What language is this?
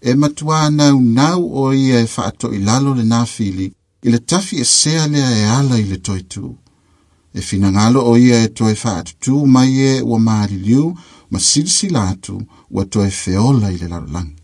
Samoan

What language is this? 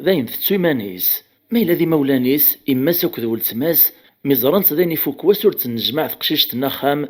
Kabyle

